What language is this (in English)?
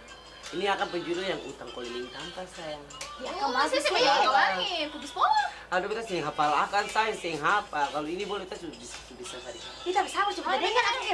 Ambonese Malay